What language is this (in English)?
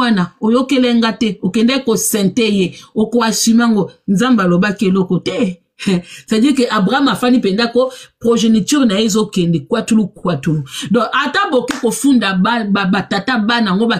Lingala